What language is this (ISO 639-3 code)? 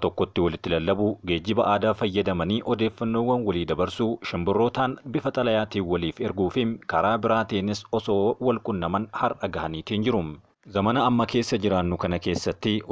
orm